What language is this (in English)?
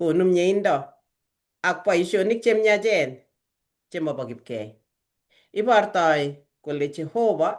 Kalenjin